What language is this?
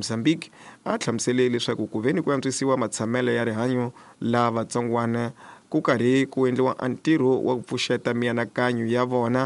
Tsonga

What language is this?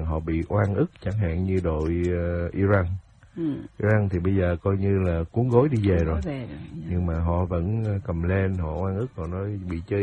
Vietnamese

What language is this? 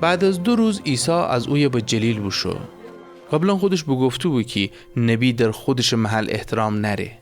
Gilaki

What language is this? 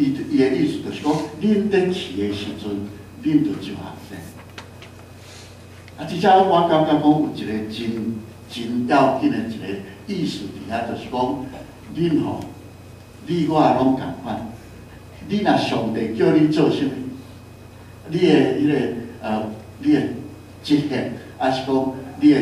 Min Nan Chinese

